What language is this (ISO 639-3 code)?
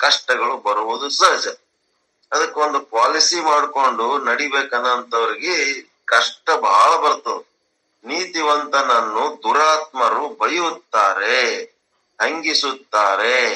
kan